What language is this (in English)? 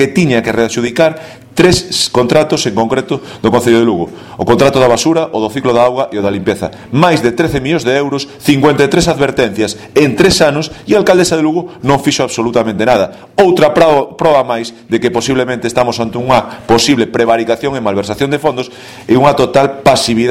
Galician